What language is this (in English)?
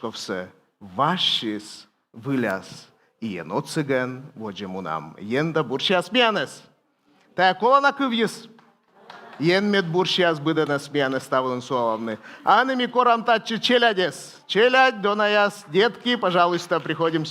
Komi